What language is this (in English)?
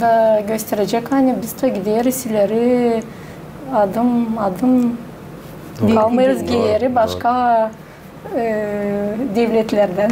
Gagauz